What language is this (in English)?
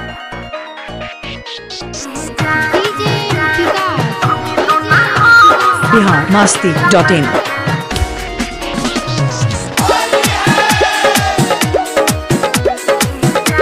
Bhojpuri